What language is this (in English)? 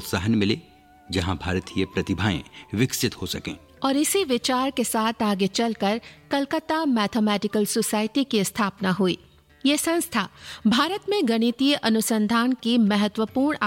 Hindi